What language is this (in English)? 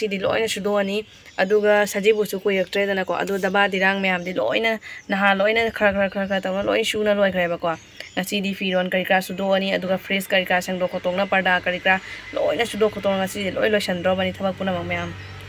Manipuri